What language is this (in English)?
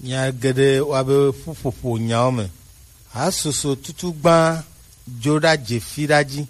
Gen